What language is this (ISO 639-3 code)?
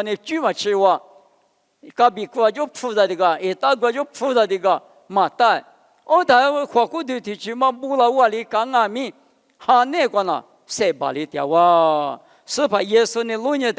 lis